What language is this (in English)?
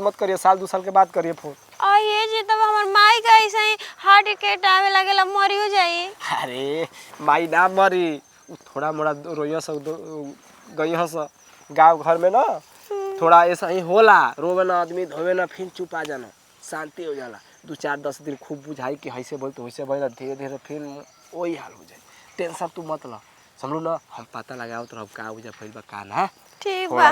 Bhojpuri